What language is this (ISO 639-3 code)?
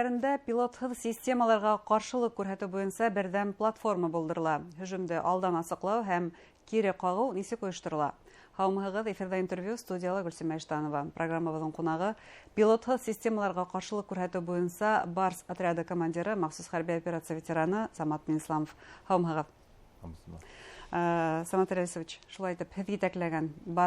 bak